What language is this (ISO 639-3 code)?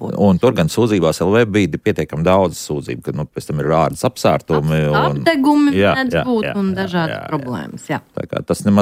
lav